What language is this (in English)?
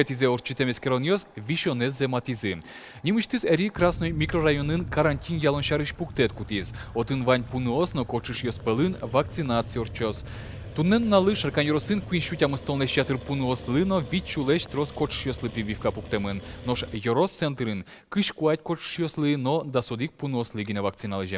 Udmurt